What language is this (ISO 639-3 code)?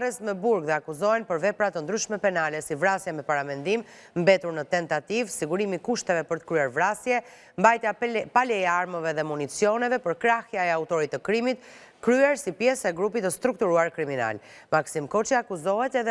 sqi